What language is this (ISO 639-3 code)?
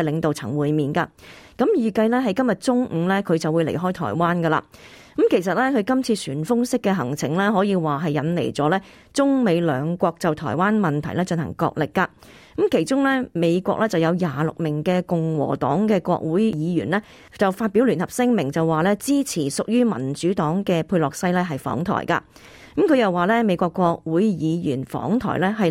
yue